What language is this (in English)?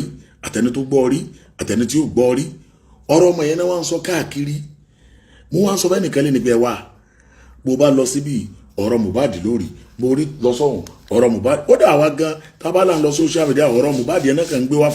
Yoruba